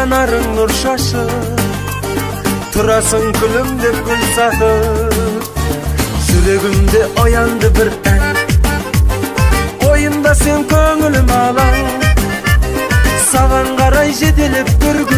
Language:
Kazakh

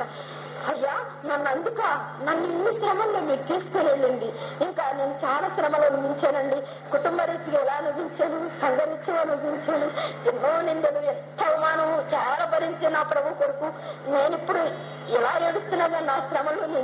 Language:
Telugu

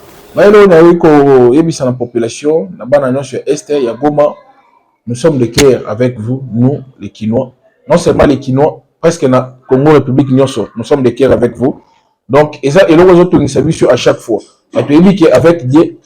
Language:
Lingala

